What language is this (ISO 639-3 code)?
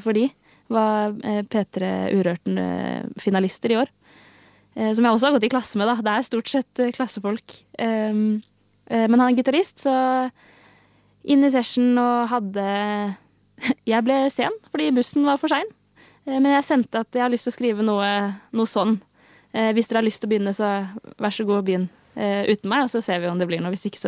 nor